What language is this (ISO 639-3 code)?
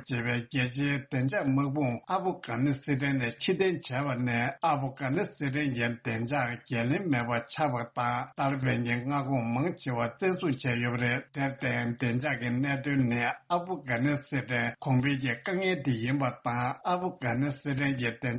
bod